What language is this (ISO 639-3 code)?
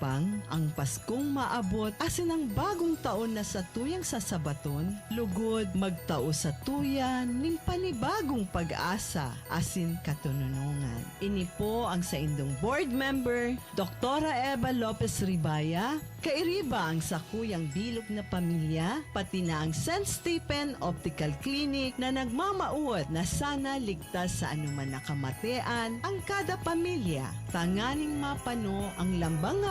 bik